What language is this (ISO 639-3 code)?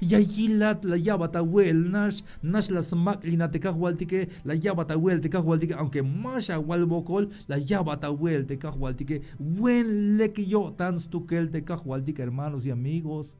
tzh